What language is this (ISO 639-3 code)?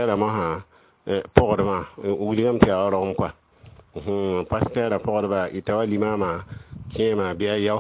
mos